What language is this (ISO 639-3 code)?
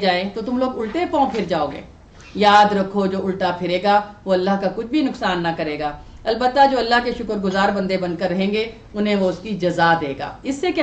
urd